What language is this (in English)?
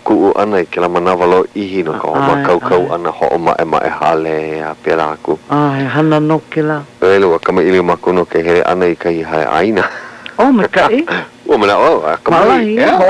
Hawaiian